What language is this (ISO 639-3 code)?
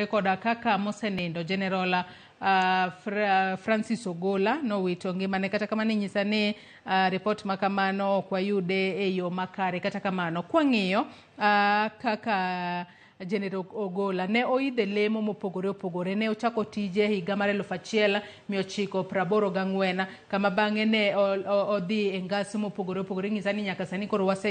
luo